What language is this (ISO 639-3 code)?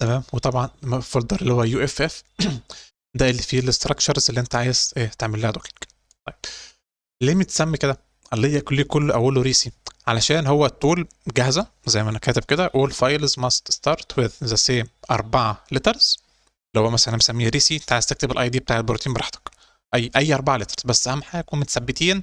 arz